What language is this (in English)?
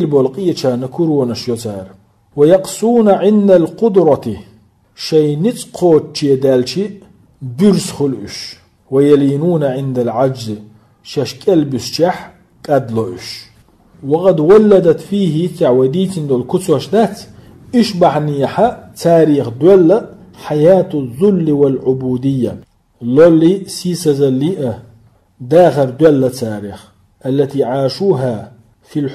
Chechen